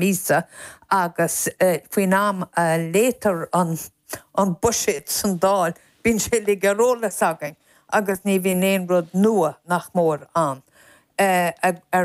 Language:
Irish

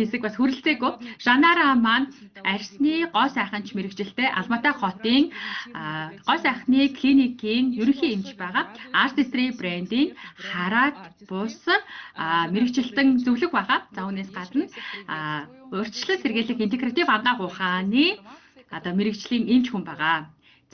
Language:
Mongolian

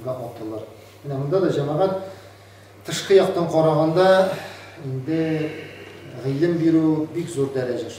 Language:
Tatar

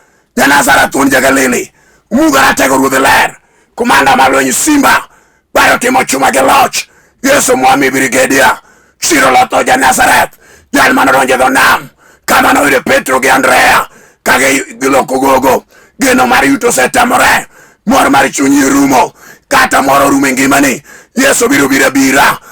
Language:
Luo (Kenya and Tanzania)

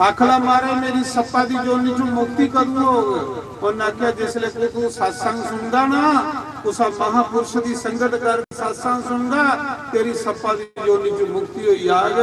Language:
Dogri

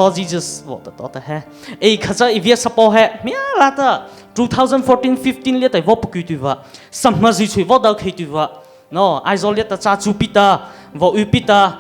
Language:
Mara Chin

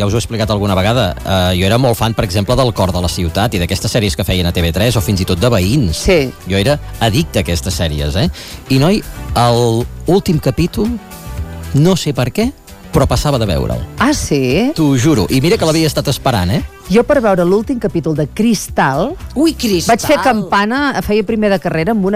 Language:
Catalan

